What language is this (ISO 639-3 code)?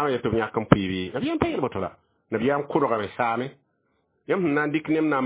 mos